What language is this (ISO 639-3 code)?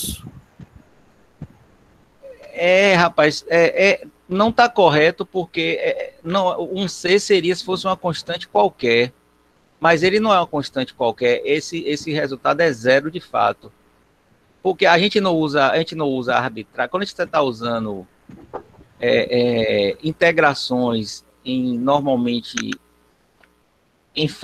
por